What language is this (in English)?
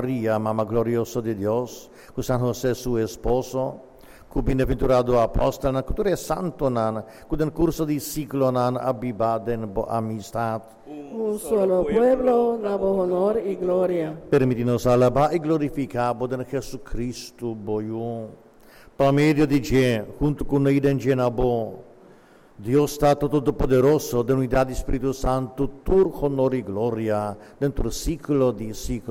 Papiamento